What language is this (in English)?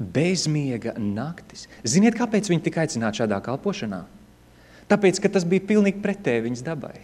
Latvian